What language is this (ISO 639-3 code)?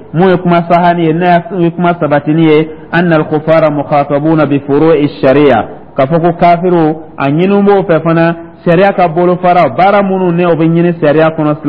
dyu